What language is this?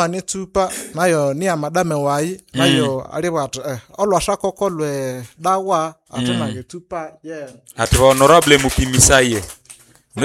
Nande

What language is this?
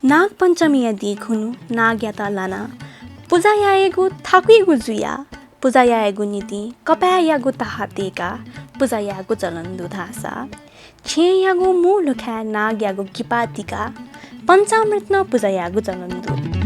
Newari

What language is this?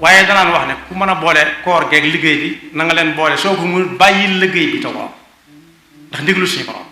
Wolof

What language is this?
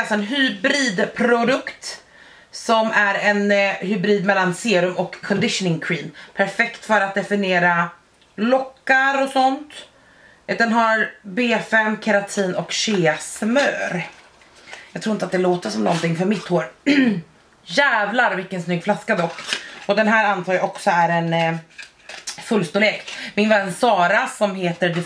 Swedish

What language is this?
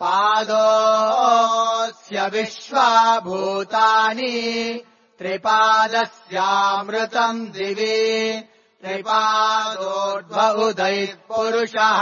Sanskrit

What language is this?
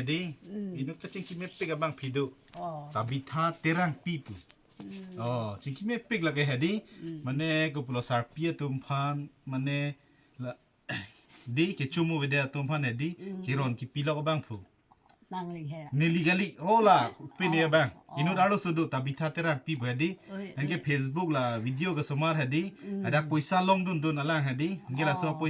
Karbi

